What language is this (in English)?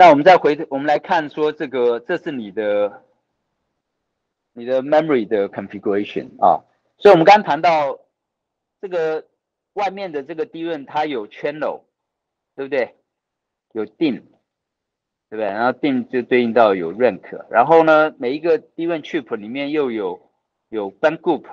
Chinese